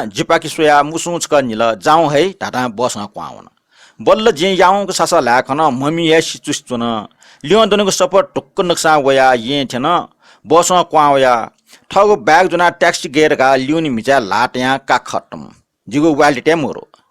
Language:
Newari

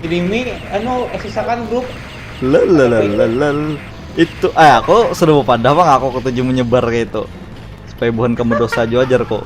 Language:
Banjar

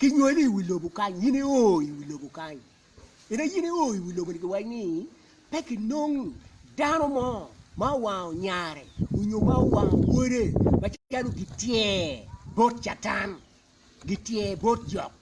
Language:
Acoli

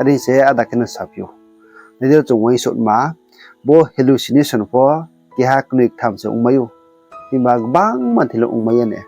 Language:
Riang (India)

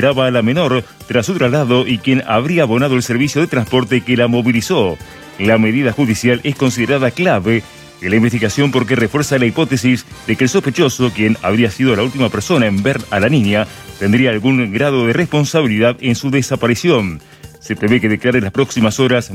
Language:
Spanish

